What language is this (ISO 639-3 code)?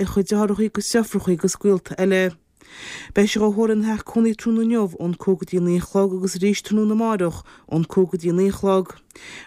gle